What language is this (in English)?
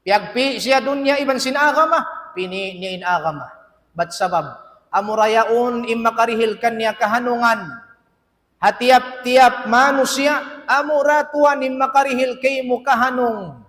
Tausug